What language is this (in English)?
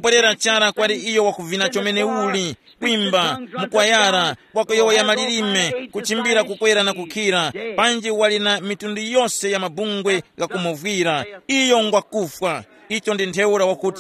Tumbuka